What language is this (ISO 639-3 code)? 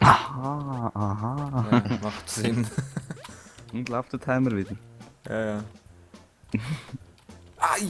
gsw